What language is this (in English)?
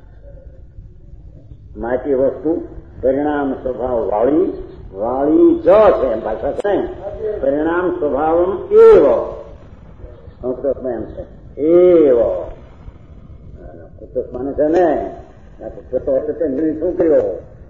Gujarati